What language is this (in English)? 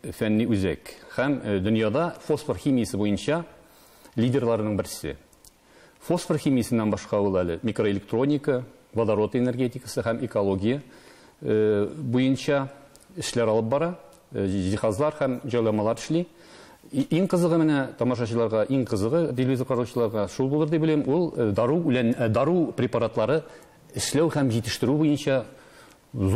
Tatar